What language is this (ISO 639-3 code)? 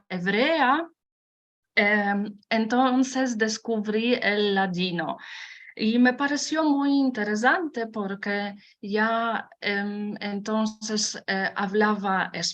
lad